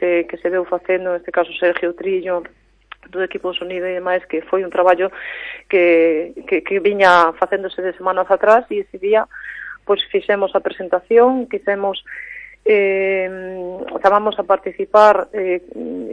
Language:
Galician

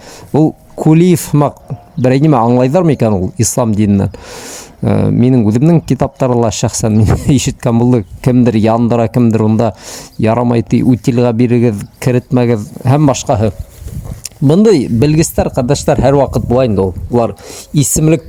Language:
Bashkir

